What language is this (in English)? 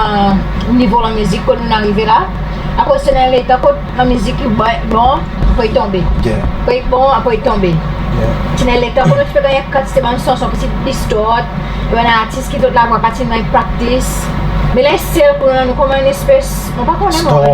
Seselwa Creole French